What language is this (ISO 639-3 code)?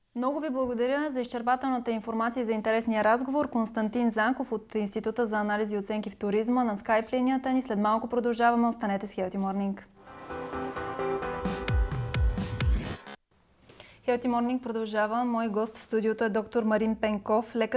bul